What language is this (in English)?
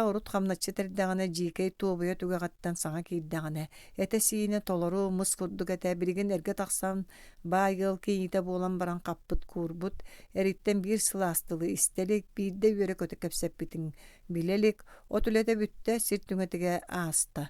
Yakut